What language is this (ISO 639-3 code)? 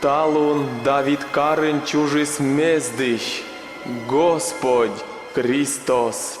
kom